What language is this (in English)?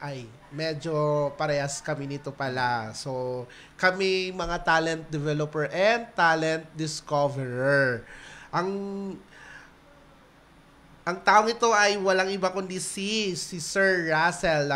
Filipino